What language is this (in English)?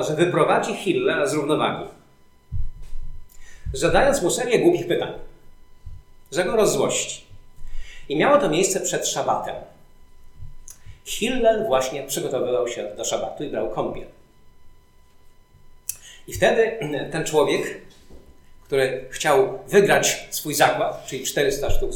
Polish